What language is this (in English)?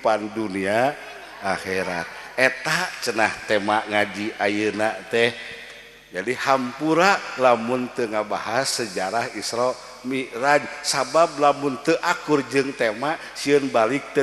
Sundanese